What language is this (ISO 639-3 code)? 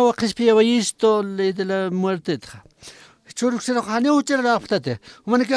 aym